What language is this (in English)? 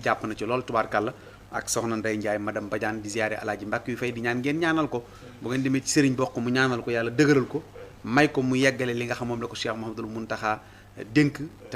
Wolof